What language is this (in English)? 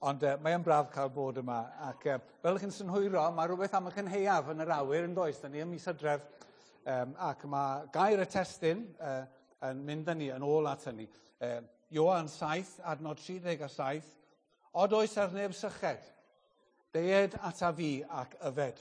Welsh